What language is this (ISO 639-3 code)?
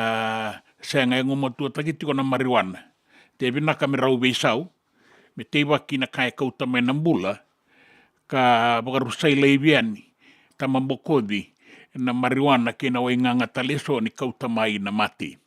fij